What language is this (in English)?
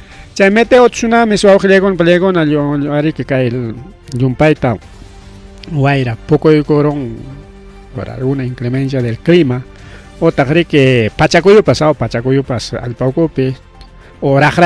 Ayacucho Quechua